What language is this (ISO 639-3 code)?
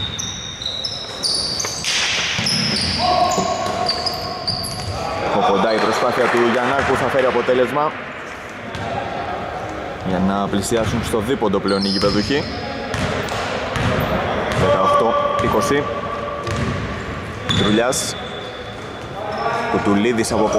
ell